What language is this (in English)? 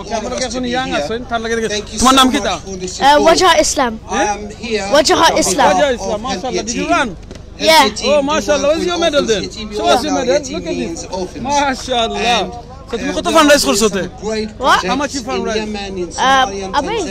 Sylheti